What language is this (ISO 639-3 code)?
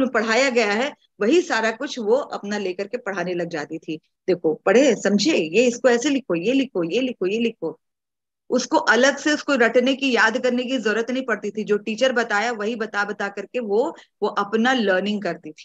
hin